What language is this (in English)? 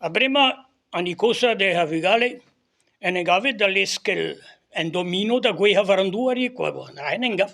Breton